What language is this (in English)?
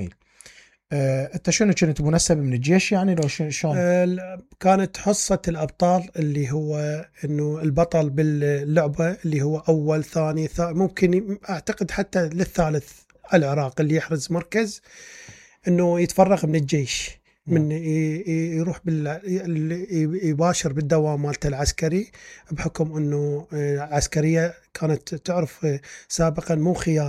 Mesopotamian Arabic